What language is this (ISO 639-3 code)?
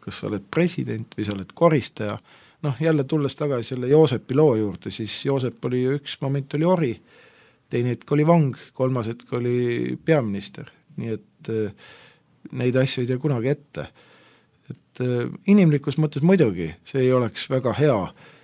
est